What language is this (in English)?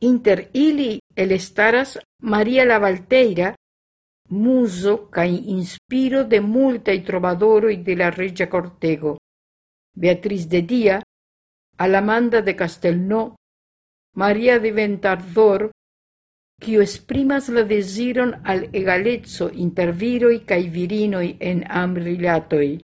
Esperanto